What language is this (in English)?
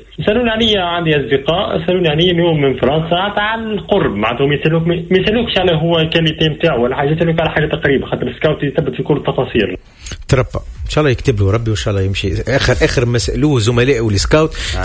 Tunisian Arabic